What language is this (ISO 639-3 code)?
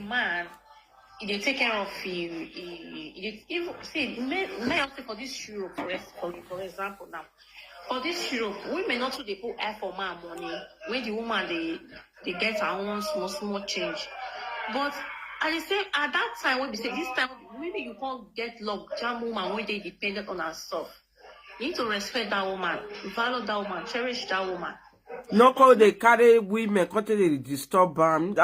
pcm